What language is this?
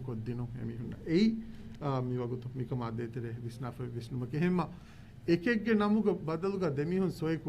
Divehi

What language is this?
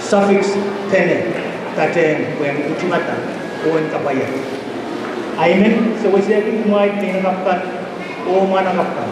Pohnpeian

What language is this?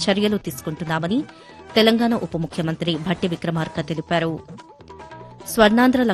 Telugu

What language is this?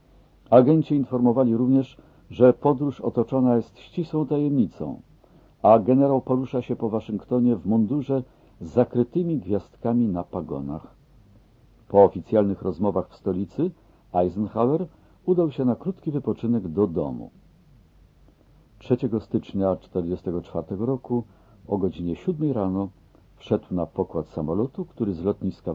Polish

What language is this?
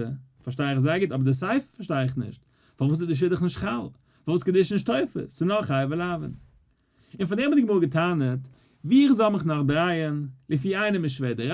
Yiddish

